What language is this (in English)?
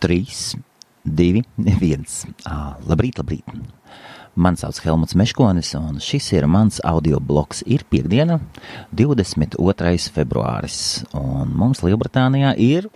Latvian